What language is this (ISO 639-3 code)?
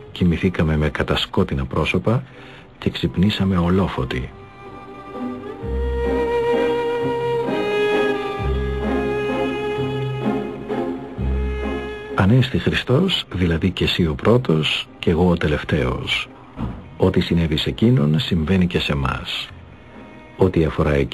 ell